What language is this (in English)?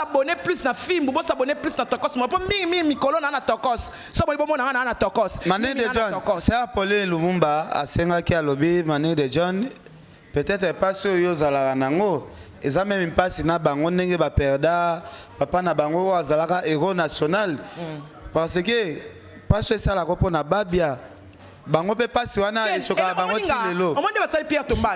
Lingala